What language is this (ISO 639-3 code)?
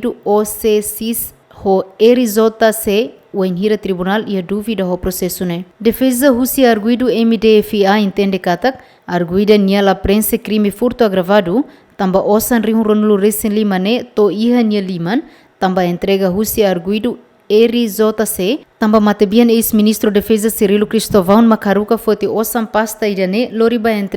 tet